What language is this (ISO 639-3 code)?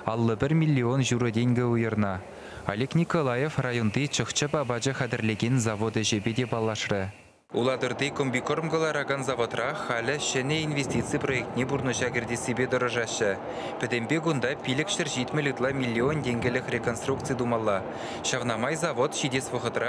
chv